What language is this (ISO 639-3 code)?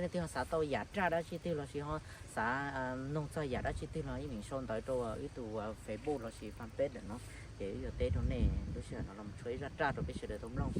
hmn